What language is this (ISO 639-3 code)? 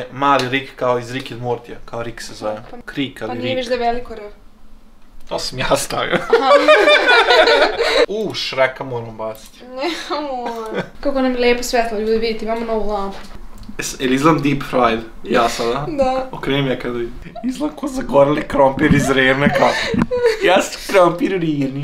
hrv